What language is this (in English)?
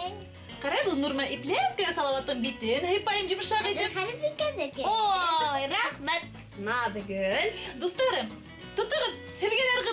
Bashkir